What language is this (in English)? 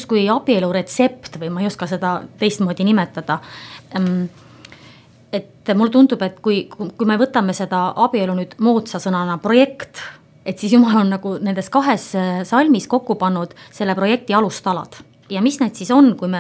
Estonian